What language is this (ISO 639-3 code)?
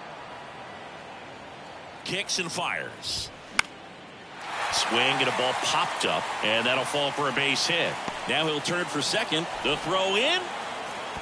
eng